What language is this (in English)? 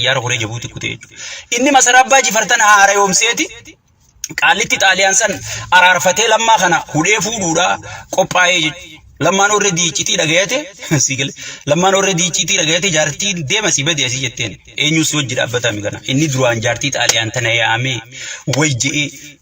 Oromo